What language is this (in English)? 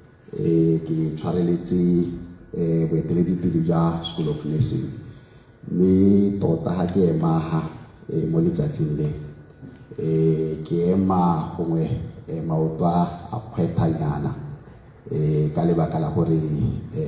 Tswana